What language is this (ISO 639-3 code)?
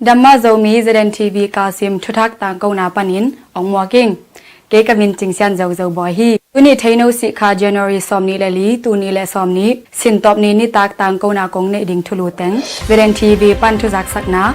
ctd